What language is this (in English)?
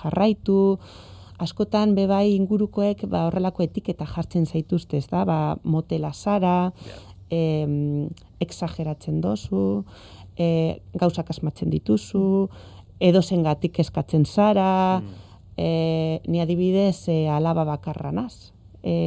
Basque